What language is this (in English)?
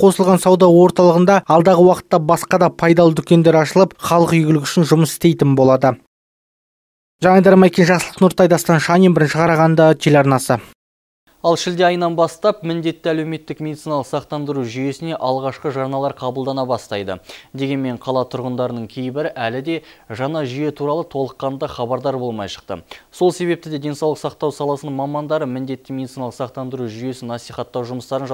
Kazakh